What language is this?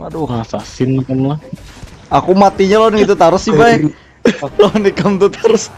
Banjar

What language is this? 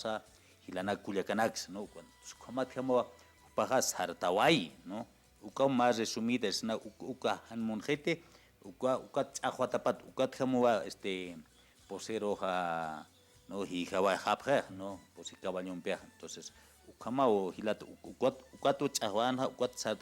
Aymara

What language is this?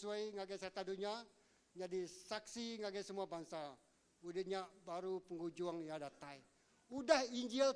Iban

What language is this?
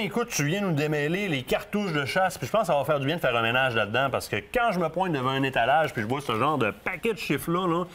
French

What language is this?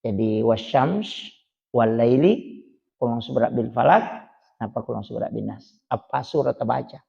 Buginese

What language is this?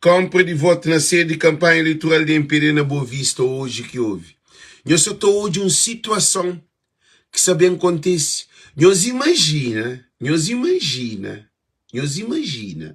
Kabuverdianu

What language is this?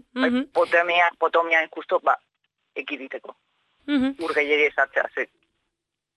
Basque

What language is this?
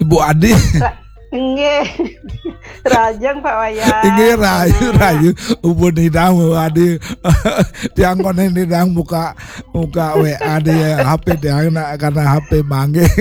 Balinese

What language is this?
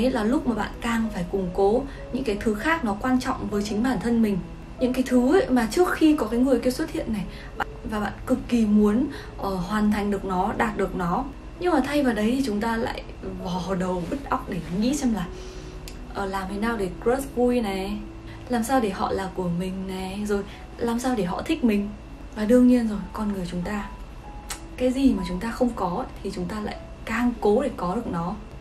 Vietnamese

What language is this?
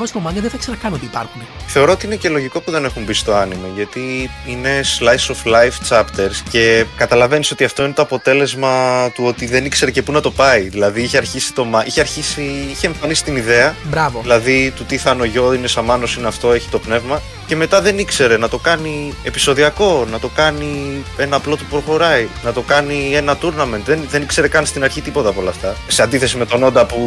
Greek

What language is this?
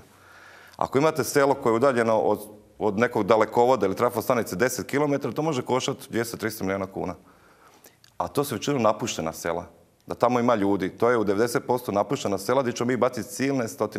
Croatian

